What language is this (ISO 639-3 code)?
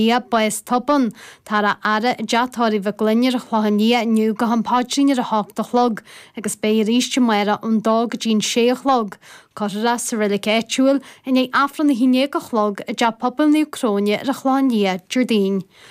gle